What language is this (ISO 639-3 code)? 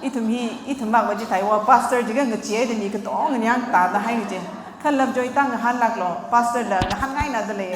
nmf